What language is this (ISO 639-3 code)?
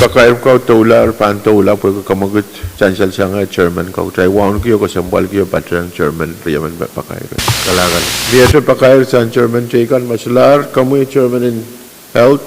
pon